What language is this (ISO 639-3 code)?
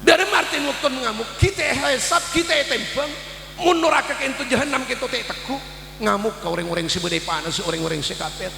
mad